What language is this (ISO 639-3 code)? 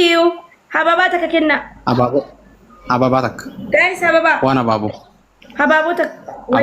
orm